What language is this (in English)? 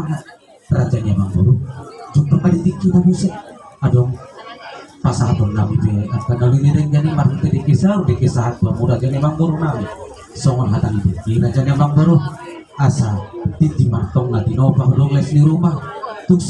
Batak Toba